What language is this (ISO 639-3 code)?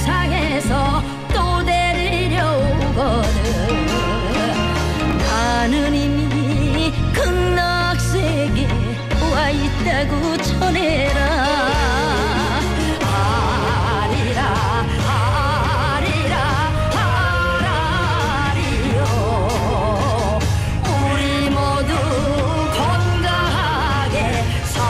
kor